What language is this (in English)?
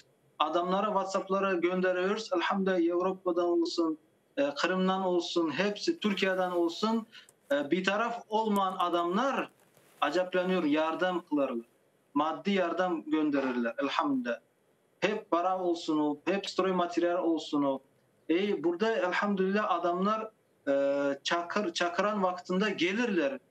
Crimean Tatar